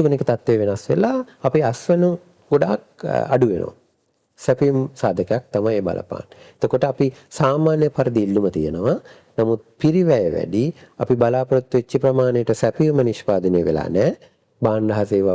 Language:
Sinhala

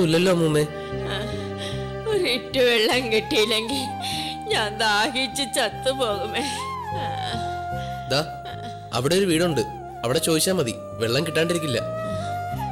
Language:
Malayalam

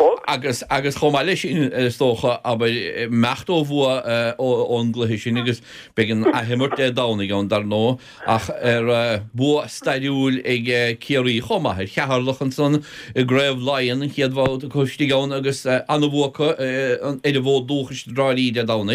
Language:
Irish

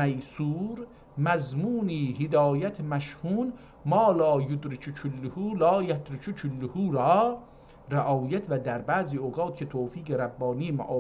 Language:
South Azerbaijani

